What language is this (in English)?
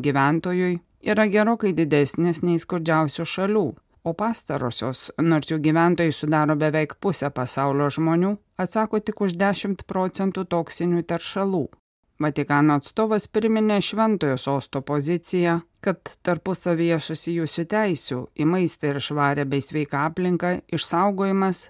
Lithuanian